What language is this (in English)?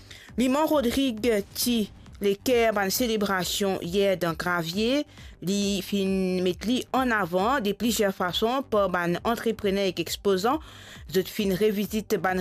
Morisyen